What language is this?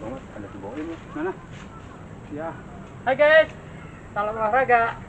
Betawi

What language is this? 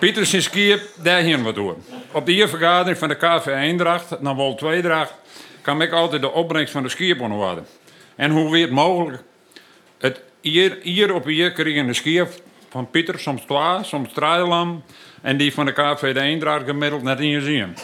Western Frisian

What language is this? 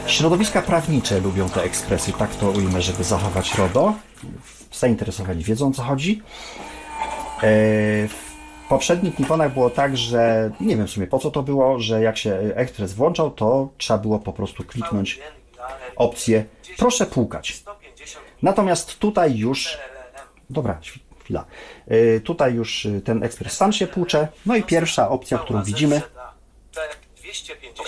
Polish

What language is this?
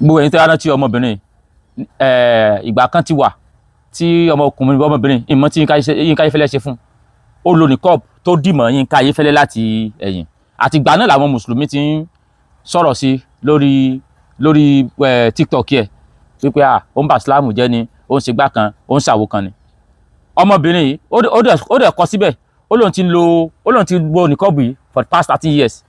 Yoruba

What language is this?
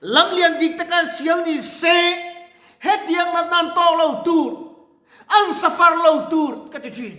Mizo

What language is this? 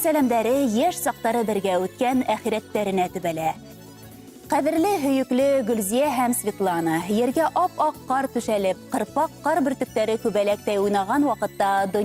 Bashkir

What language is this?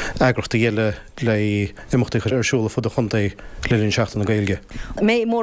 Irish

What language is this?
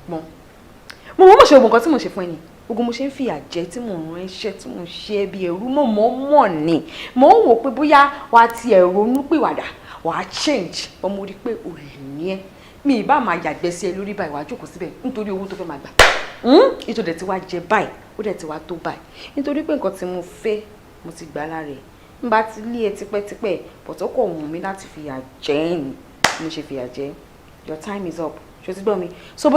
Yoruba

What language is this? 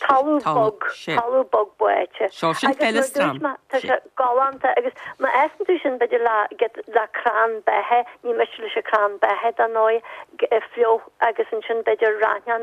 Irish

